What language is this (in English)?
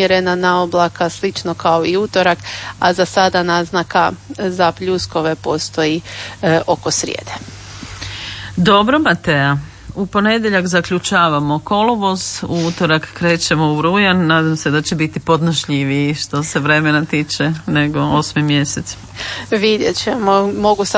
Croatian